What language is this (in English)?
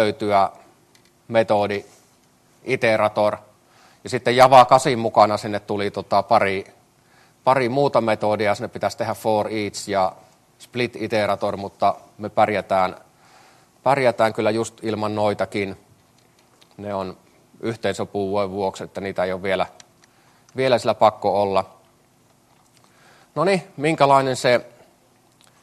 Finnish